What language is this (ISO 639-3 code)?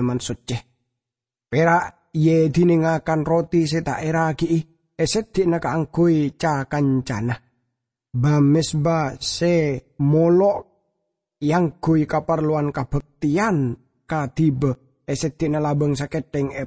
mad